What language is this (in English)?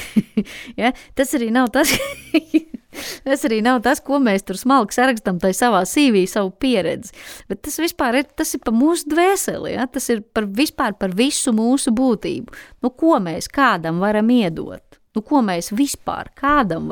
Latvian